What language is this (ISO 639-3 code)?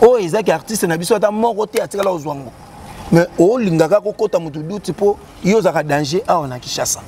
lin